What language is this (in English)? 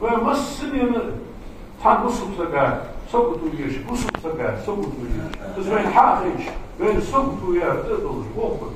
Ingush